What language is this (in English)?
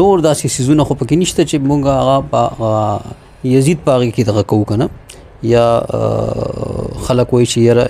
Pashto